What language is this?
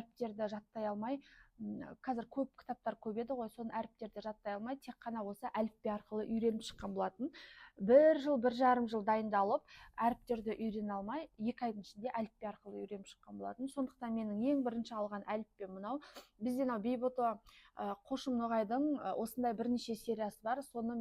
Kazakh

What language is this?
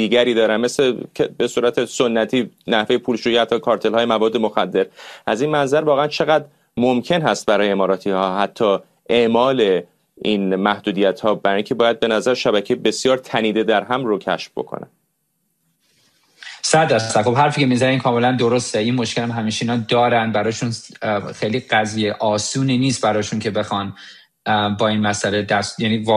Persian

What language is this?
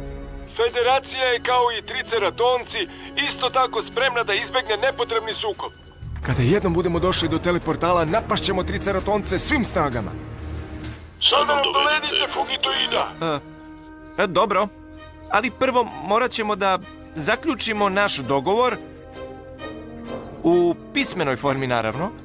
Serbian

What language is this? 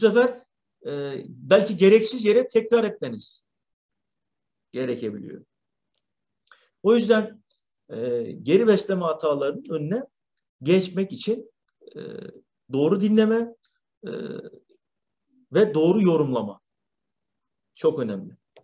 Turkish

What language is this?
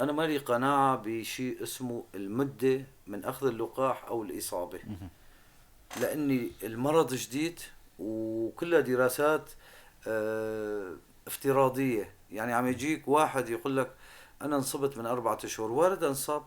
North Levantine Arabic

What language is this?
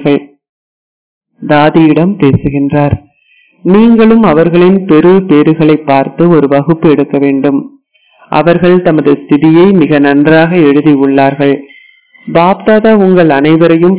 Tamil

